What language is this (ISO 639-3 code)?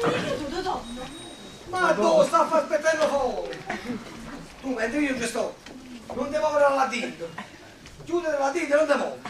nap